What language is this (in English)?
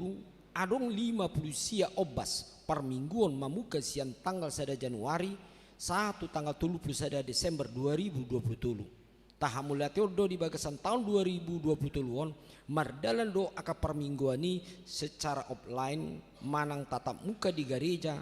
Batak Toba